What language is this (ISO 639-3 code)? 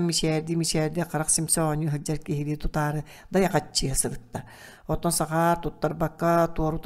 sah